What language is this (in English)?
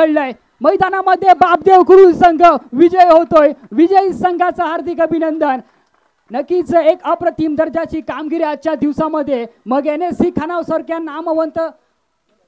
Marathi